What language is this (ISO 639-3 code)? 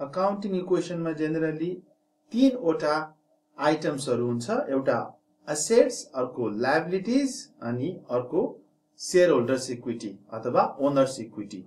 nep